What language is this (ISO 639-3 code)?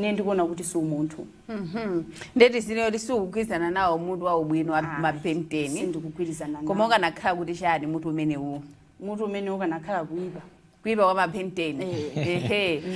nya